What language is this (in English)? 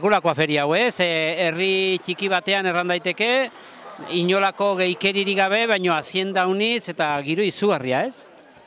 Basque